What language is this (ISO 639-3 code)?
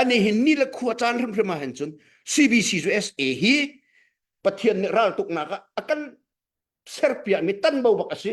cnh